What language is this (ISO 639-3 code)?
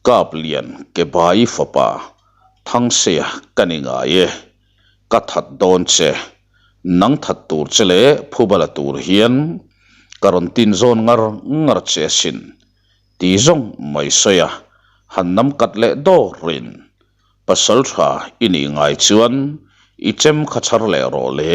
lus